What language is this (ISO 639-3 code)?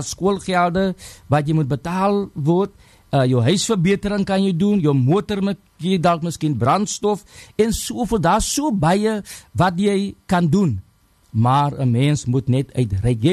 afr